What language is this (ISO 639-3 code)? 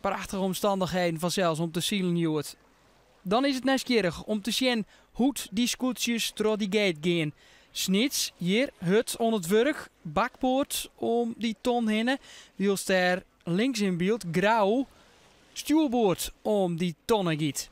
fry